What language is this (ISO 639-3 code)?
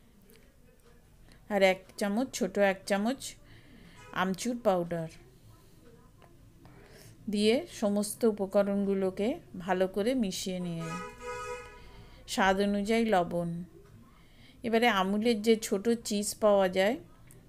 ben